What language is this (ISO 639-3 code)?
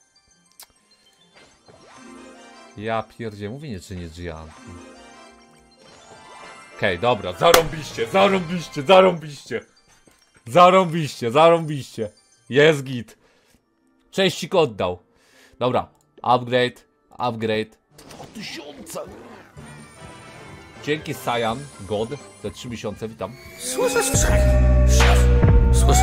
pol